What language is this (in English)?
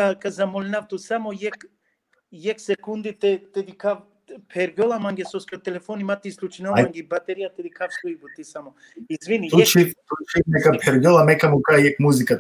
Balkan Romani